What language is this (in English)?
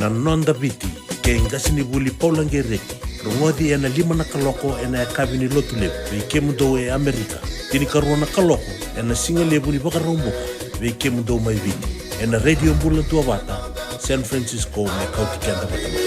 Fijian